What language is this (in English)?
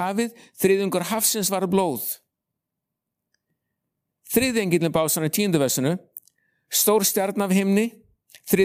Icelandic